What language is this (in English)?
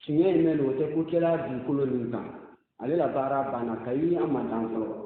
Bambara